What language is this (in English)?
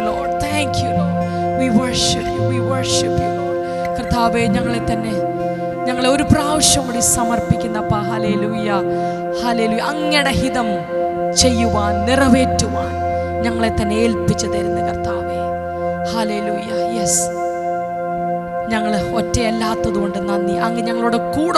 Malayalam